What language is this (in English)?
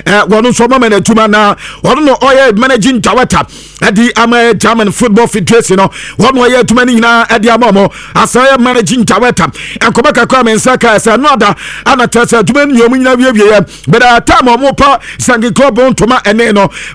Akan